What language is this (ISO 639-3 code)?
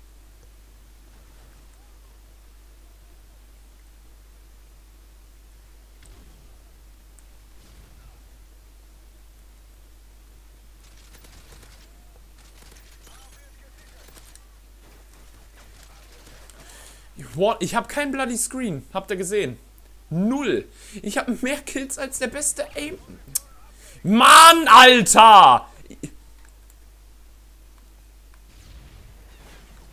deu